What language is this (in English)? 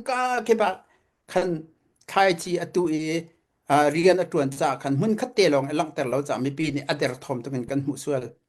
Hakha Chin